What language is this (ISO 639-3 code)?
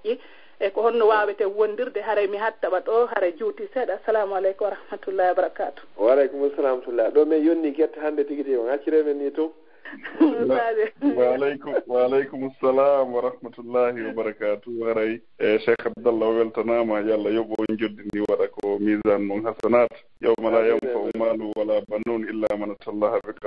ful